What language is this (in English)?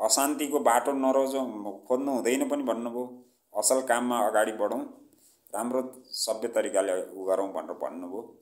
Nepali